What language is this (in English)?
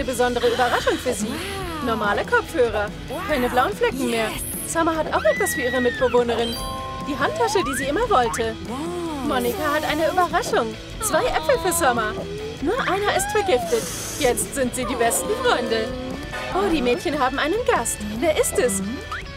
German